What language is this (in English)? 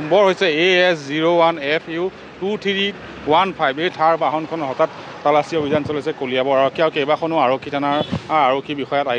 Assamese